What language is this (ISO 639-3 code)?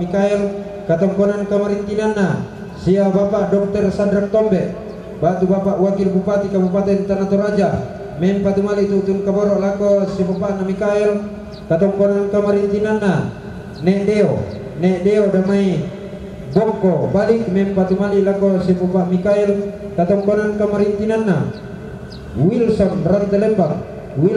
sda